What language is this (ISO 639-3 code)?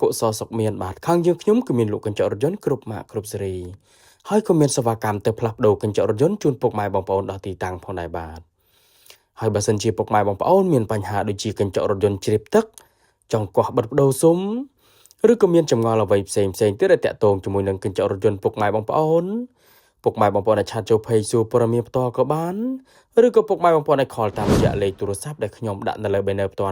khm